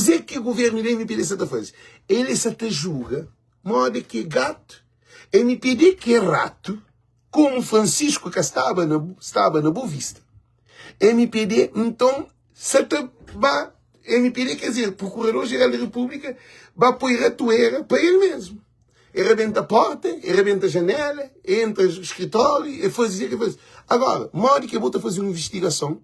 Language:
Kabuverdianu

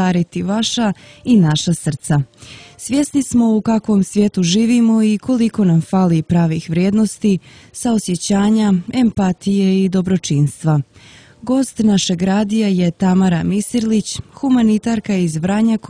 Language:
Serbian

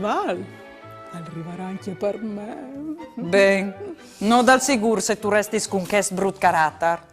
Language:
Friulian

